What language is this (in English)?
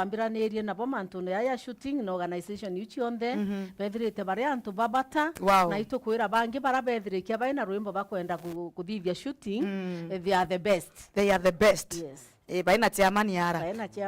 Meru